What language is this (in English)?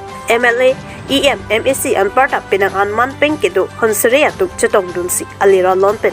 Karbi